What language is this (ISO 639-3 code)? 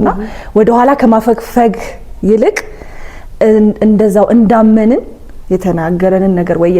amh